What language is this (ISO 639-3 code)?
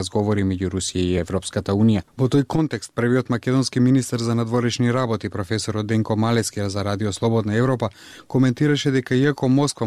mkd